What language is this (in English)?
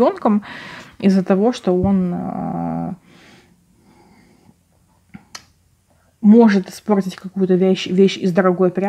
Russian